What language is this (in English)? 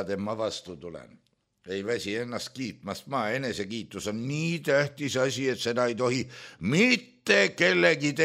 Estonian